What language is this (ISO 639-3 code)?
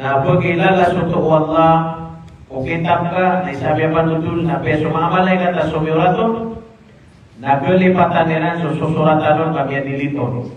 mrw